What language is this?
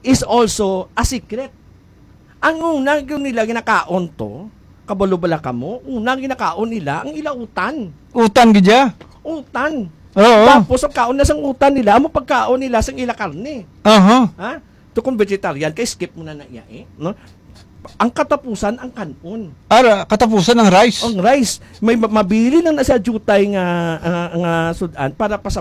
Hiligaynon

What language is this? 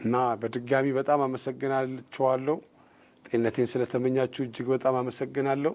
Amharic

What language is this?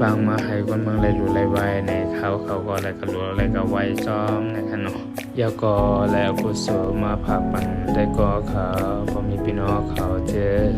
Shan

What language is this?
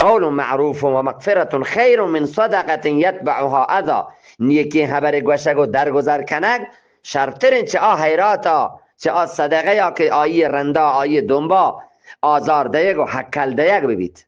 Eastern Balochi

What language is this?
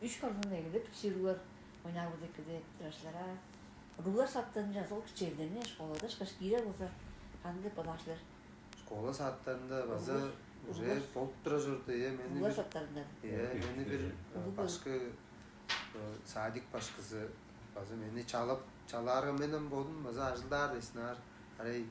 Tuvinian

